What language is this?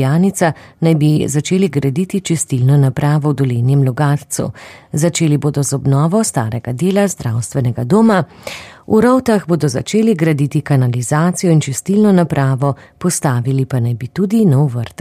Slovenian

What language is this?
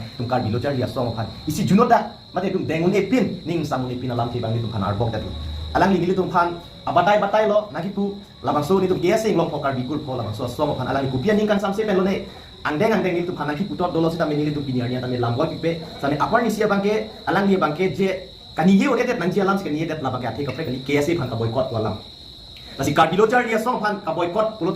Karbi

